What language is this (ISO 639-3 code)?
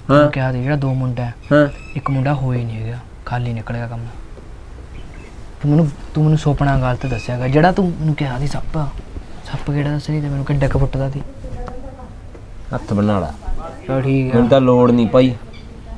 pan